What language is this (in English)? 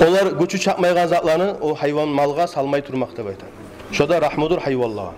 Kumyk